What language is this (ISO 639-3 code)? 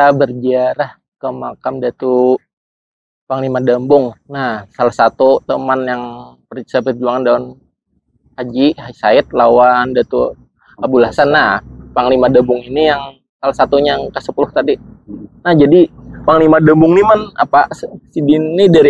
bjn